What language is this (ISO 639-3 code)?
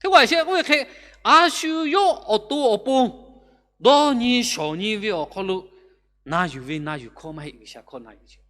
lhu